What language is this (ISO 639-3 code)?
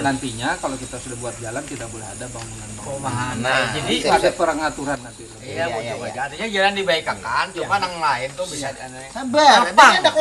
bjn